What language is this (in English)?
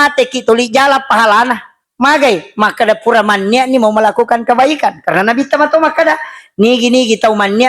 Buginese